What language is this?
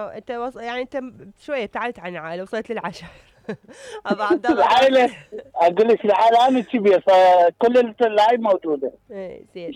Mesopotamian Arabic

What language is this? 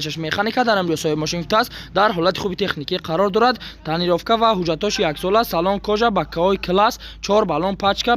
Tajik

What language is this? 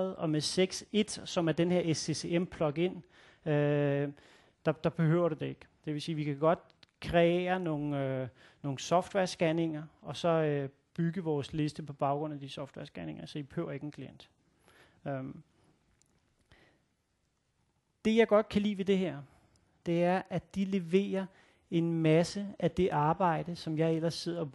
Danish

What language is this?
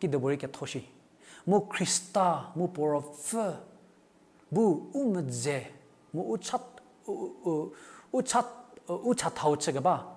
Angami Naga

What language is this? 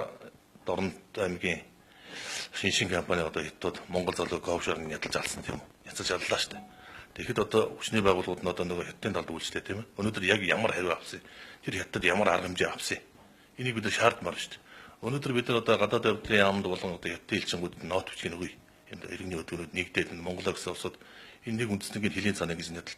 Mongolian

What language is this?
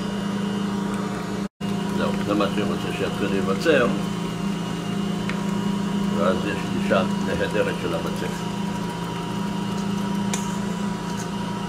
Hebrew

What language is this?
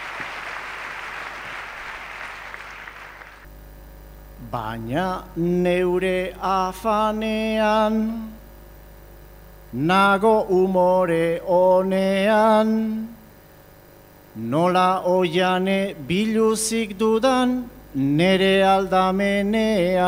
Basque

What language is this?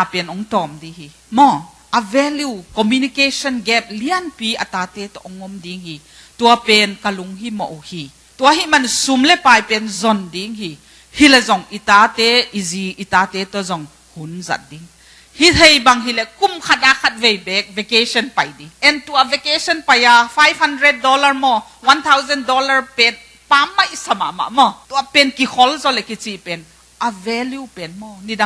Tedim Chin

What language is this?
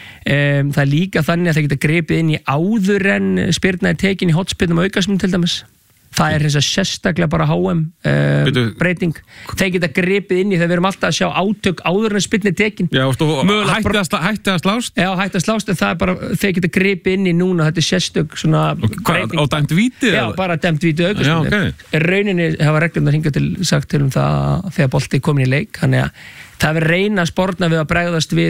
Icelandic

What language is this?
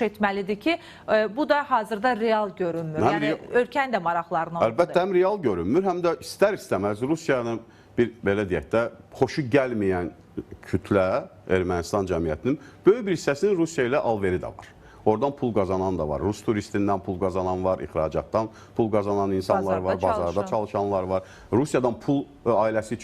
Azerbaijani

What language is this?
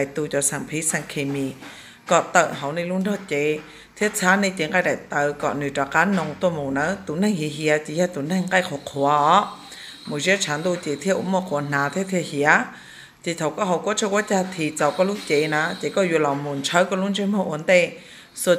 Hmong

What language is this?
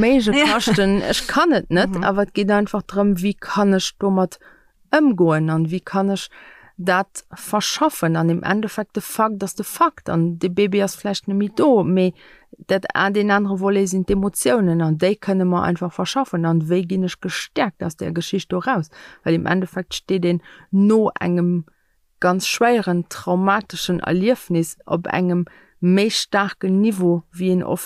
Luxembourgish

